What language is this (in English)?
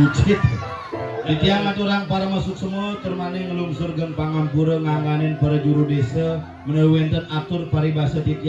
Balinese